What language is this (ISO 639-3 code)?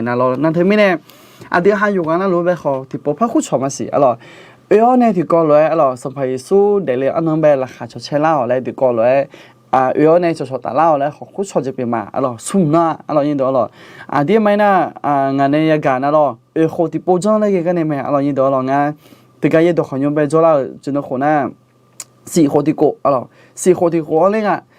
ahk